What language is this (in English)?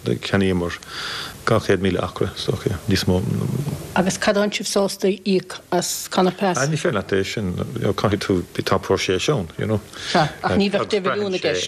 Irish